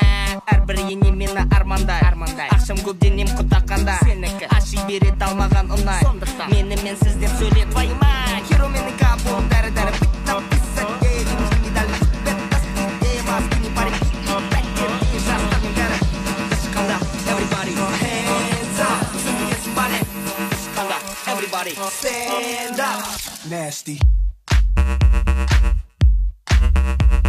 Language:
Kara-Kalpak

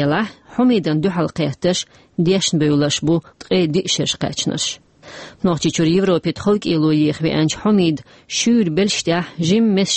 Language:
Chechen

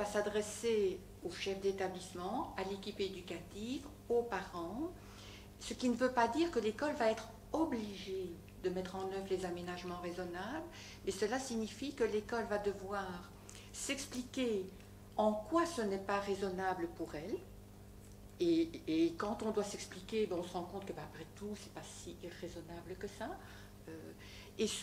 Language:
French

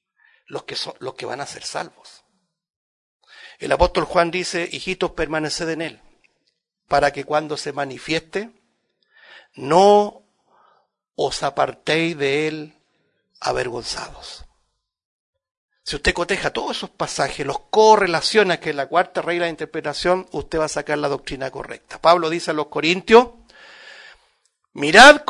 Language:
Spanish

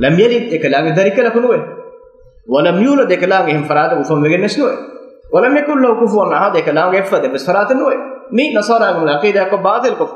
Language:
Divehi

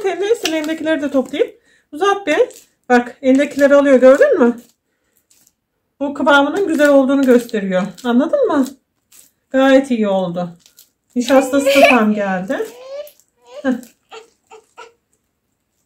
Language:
Turkish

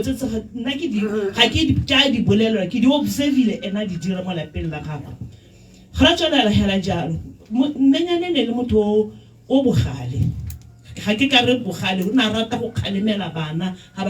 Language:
Tswana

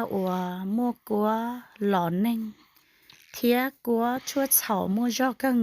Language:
Hmong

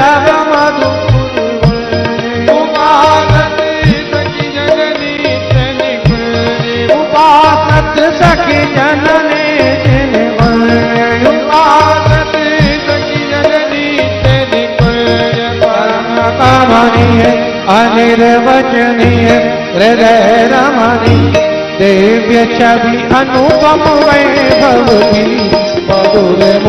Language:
Hindi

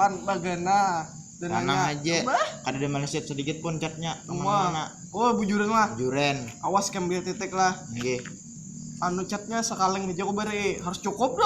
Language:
Banjar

